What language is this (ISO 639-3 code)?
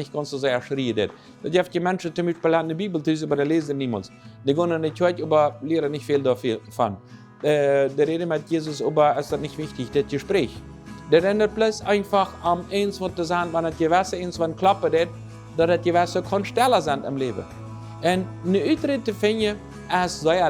pdt